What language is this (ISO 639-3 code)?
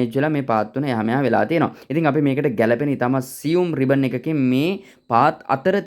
sin